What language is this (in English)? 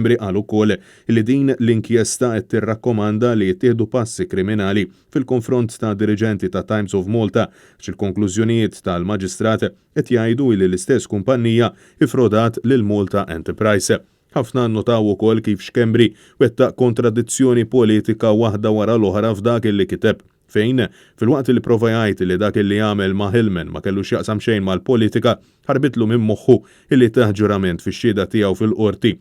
Maltese